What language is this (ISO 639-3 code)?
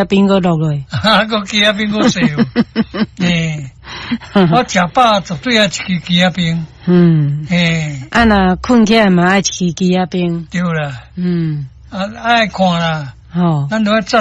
nan